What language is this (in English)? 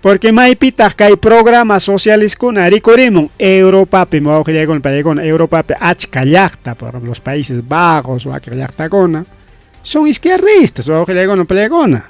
Ayacucho Quechua